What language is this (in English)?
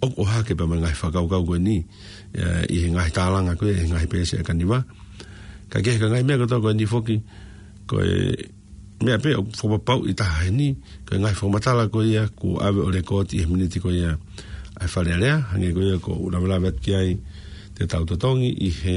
Tongan